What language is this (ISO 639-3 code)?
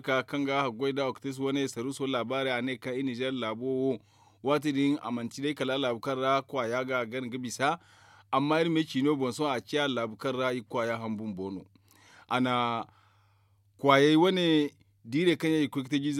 dje